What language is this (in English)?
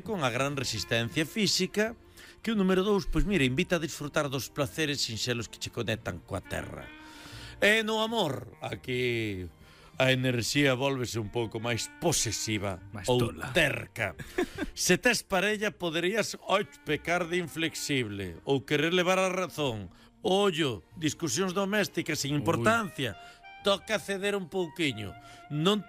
Galician